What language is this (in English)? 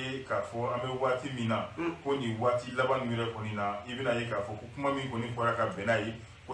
Bambara